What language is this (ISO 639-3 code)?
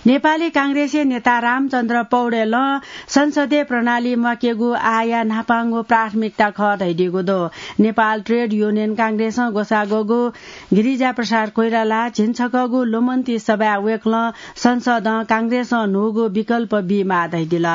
new